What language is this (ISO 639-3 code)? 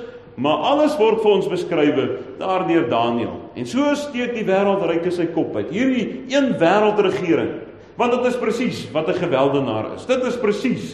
afr